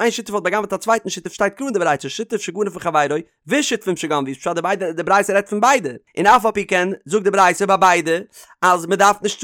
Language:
Yiddish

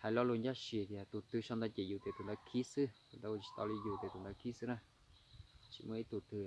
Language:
Hmong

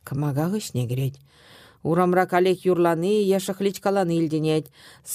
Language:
Chuvash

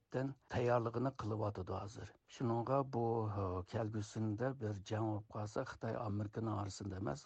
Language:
Uyghur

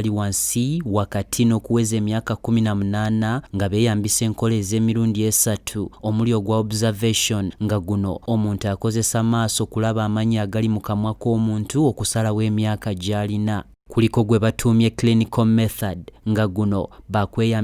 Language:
Ganda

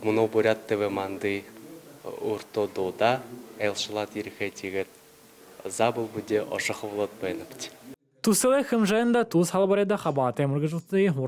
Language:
Buriat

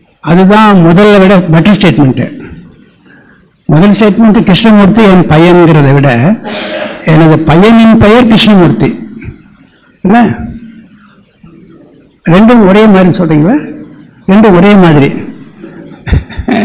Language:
Tamil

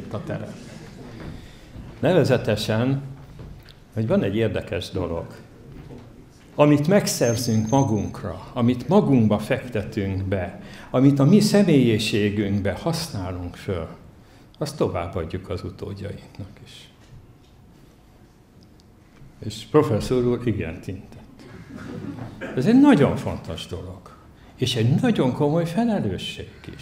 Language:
Hungarian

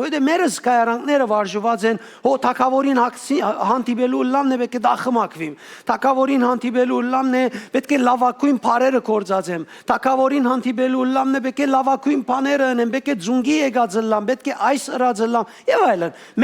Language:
Western Armenian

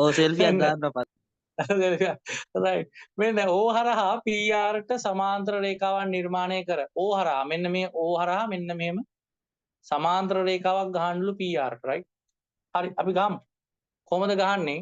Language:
Sinhala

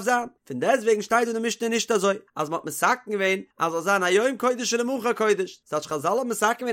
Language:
Yiddish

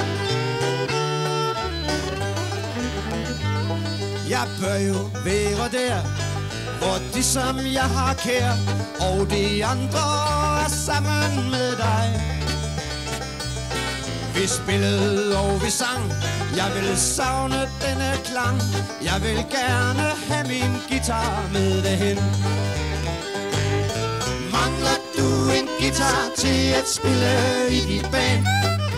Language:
Danish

